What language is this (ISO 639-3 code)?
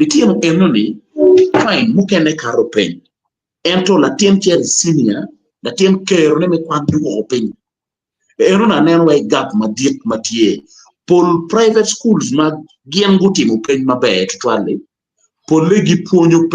ach